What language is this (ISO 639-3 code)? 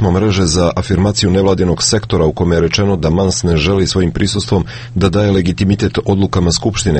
srp